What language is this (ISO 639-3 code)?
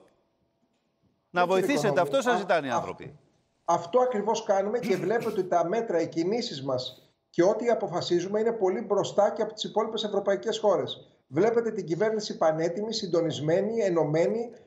ell